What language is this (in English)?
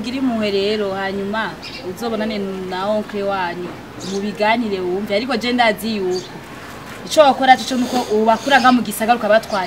Rundi